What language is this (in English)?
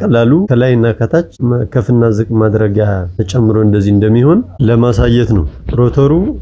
Amharic